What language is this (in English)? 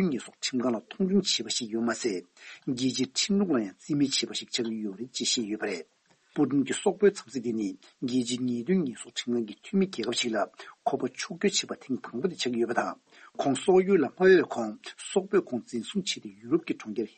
Tibetan